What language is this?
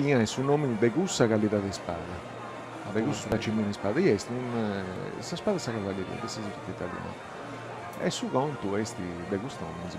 Sardinian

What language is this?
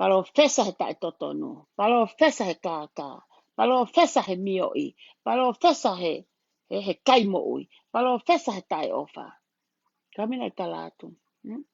Tongan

